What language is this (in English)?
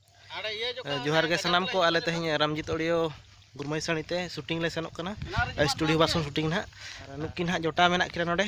Santali